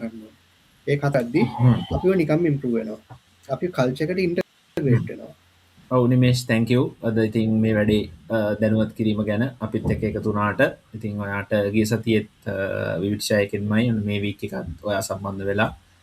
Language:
Sinhala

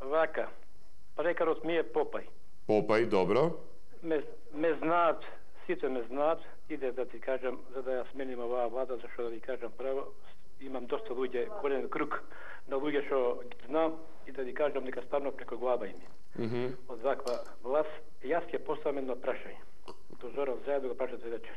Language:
Macedonian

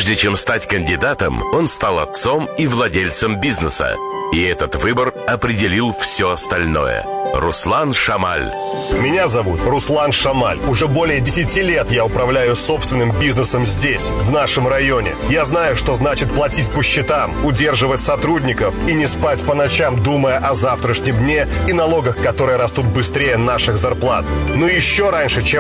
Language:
Russian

